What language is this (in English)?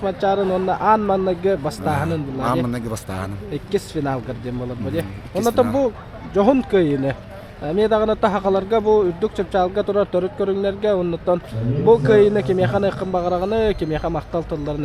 Yakut